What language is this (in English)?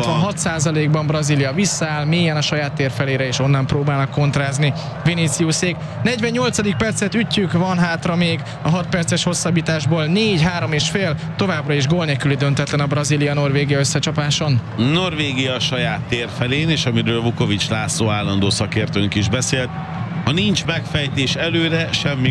Hungarian